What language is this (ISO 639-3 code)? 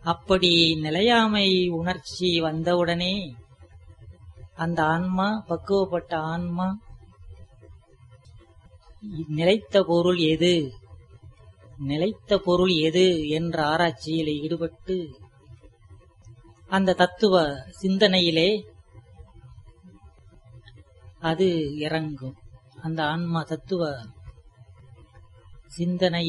tam